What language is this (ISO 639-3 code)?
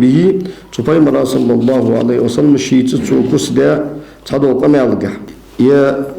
inh